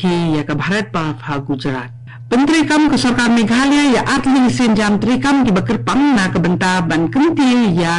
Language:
Khasi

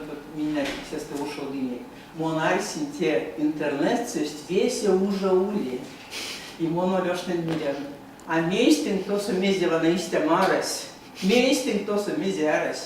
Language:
Erzya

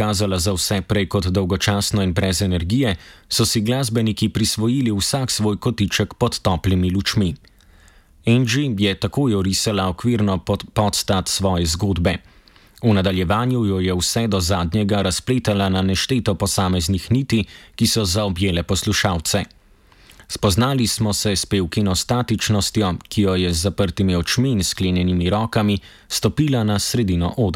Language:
Slovenian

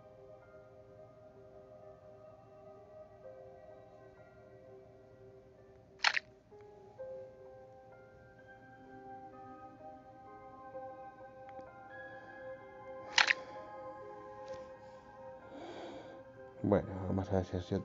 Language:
Spanish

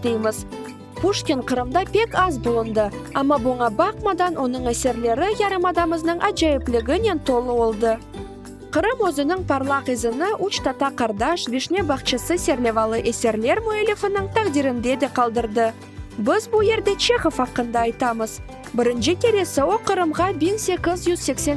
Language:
Crimean Tatar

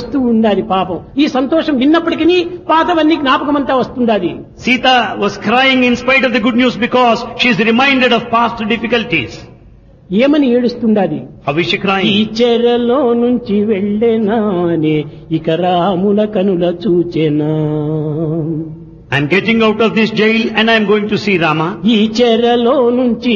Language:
Telugu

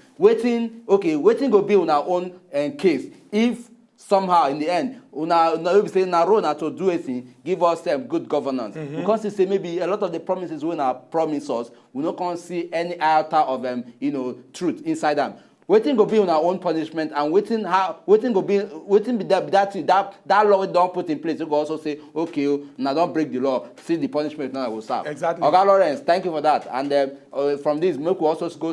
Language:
Nigerian Pidgin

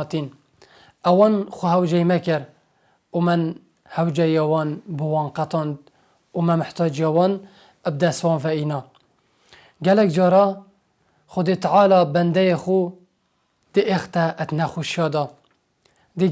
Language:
Kurdish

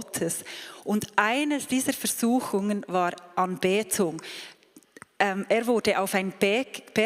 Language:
Swiss German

